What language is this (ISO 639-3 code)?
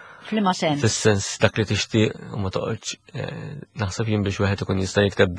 mlt